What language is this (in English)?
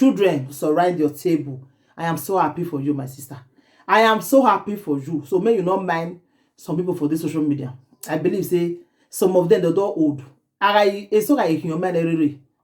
Nigerian Pidgin